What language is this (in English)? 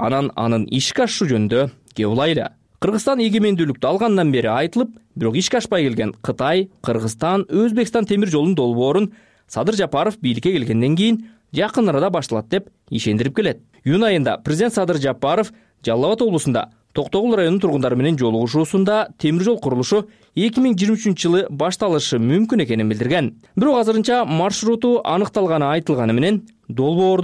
Kyrgyz